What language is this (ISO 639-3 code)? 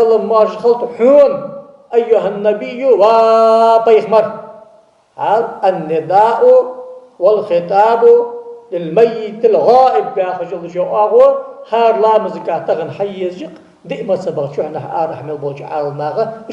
inh